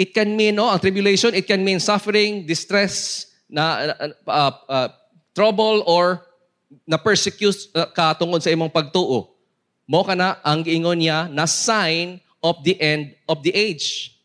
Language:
Cebuano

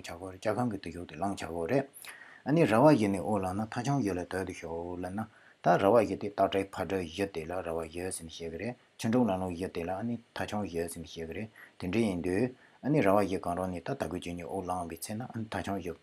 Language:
Tibetan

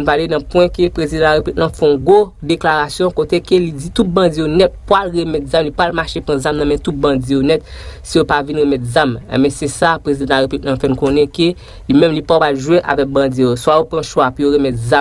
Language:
Haitian Creole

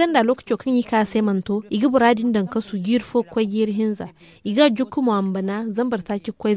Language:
Zarma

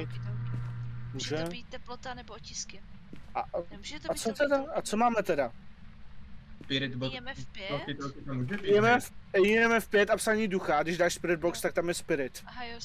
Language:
Czech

